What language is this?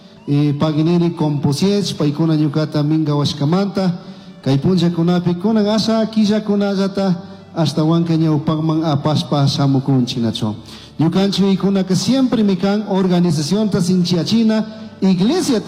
Chimborazo Highland Quichua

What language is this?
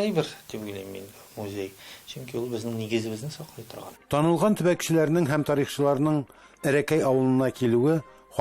Tatar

